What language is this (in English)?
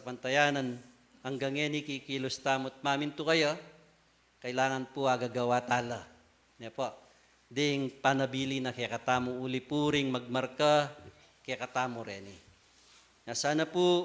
Pampanga